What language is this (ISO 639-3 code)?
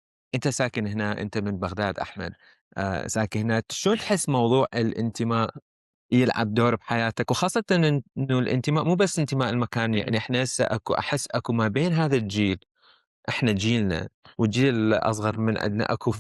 acm